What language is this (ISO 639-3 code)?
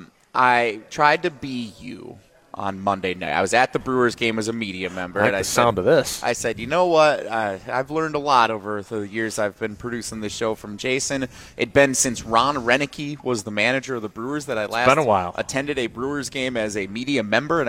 eng